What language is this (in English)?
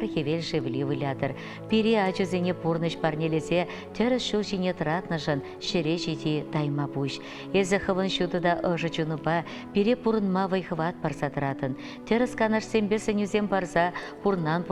Chuvash